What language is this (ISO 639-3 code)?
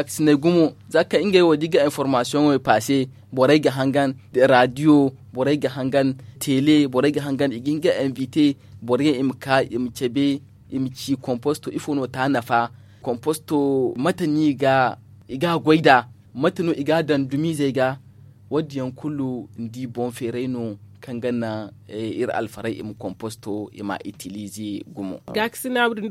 dje